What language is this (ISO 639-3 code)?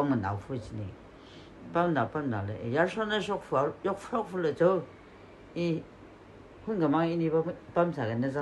nmf